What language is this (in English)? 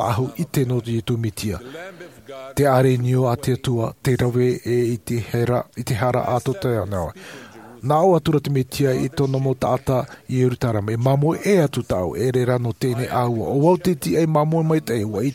Tahitian